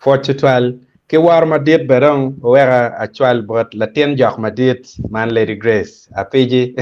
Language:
Acoli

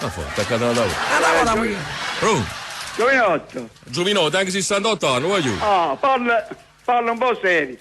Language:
Neapolitan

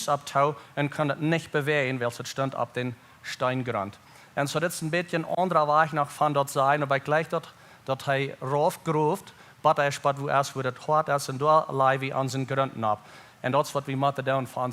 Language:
Plautdietsch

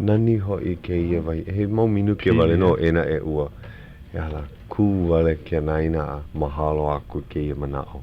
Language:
Hawaiian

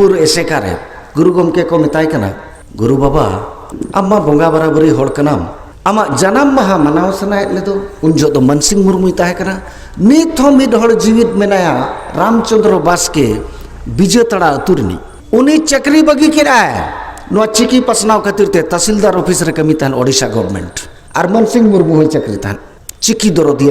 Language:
Santali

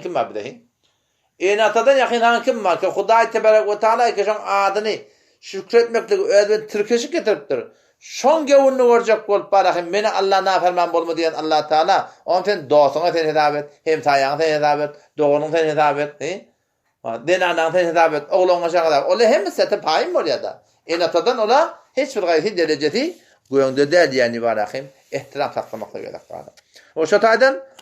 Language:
Turkmen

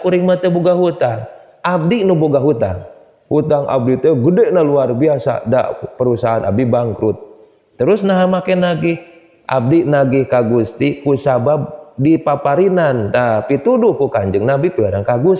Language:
Sundanese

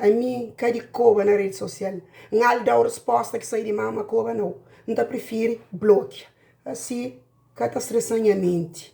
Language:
Kabuverdianu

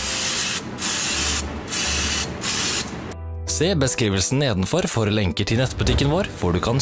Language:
Norwegian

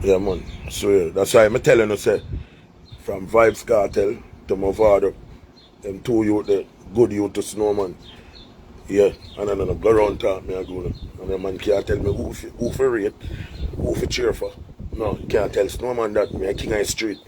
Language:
Jamaican Creole English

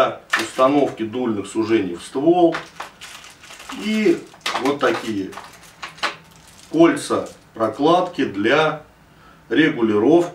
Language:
Russian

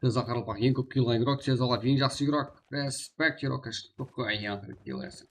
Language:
Kara-Kalpak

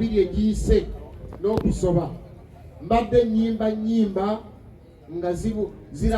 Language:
Ganda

